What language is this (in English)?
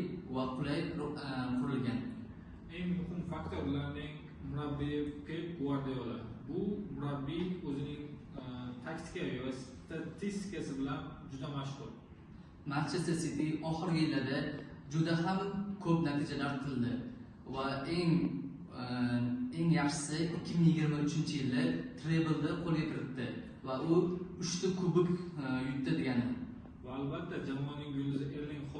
Uzbek